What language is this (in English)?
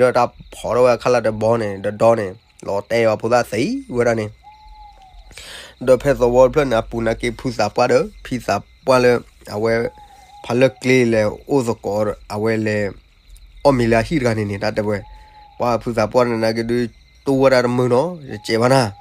S'gaw Karen